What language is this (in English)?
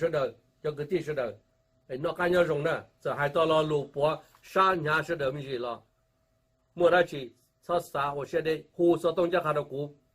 Hmong